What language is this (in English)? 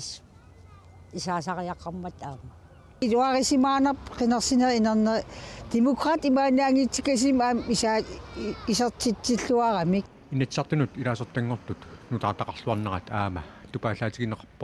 Kalaallisut